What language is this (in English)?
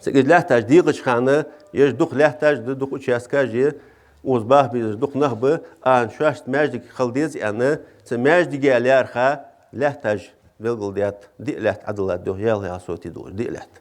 Ingush